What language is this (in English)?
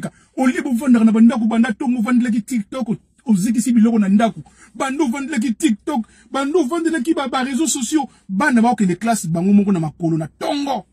Lingala